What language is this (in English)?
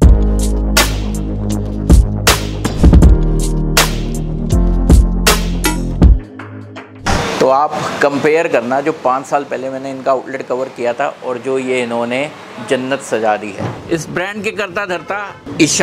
Hindi